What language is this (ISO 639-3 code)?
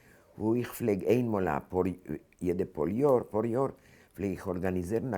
yid